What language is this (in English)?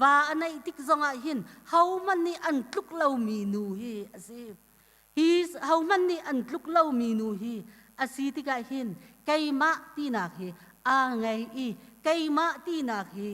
Hakha Chin